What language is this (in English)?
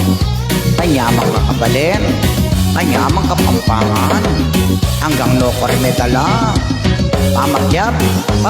Pampanga